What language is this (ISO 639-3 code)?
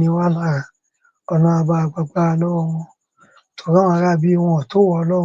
yor